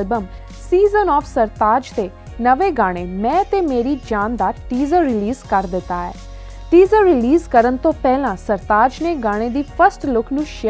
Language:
Punjabi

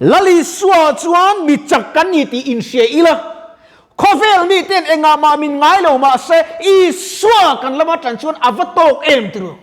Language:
Mizo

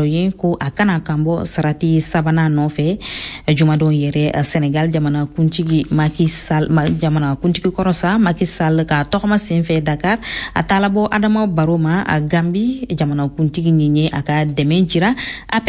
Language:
Bambara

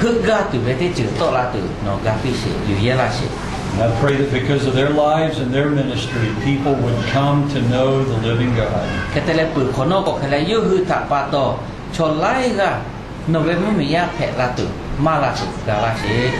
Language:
Lahu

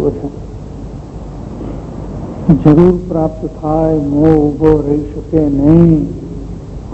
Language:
Gujarati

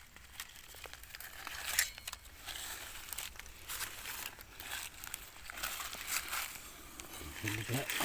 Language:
Lao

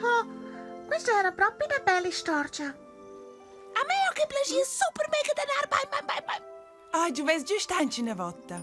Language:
Romansh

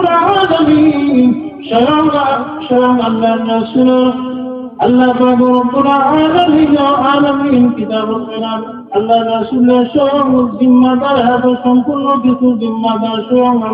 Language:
Sylheti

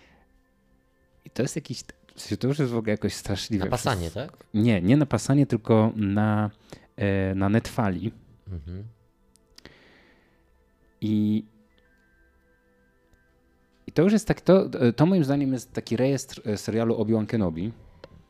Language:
Polish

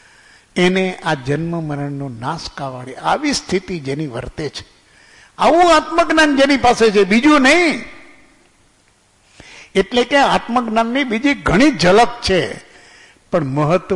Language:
Gujarati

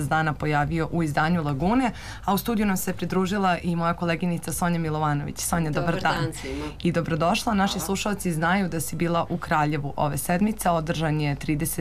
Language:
Serbian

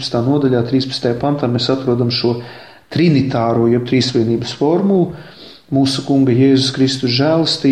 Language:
Latvian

